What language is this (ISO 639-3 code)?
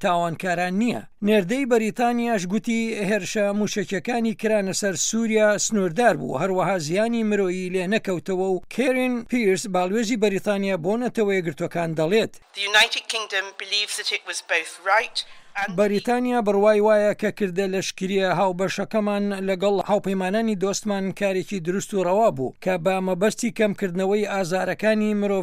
ckb